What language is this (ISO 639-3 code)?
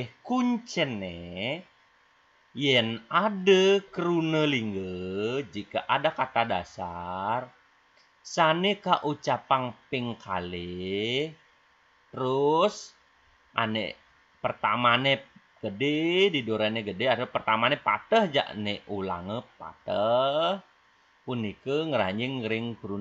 ban